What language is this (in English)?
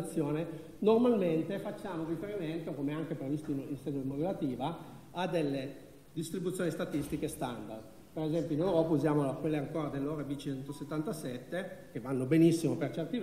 Italian